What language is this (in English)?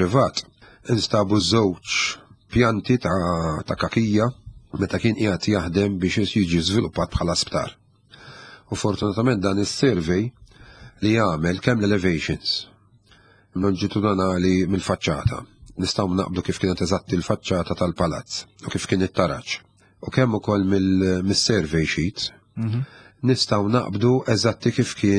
Maltese